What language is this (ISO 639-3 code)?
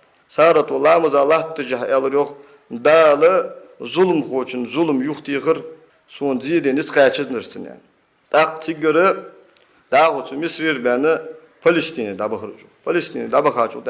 inh